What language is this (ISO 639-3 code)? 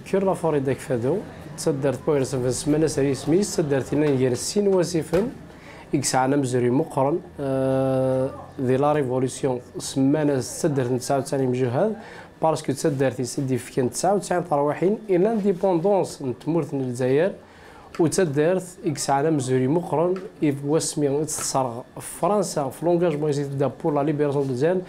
kab